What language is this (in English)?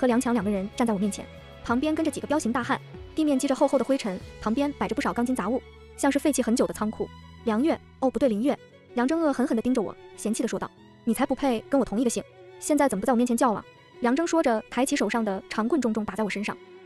Chinese